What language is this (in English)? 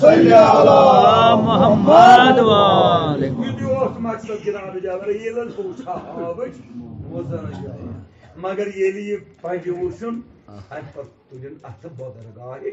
Kashmiri